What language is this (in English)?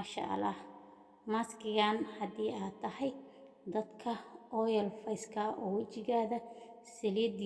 Somali